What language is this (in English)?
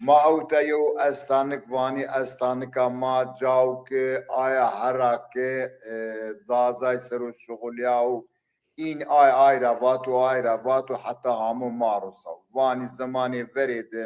Zaza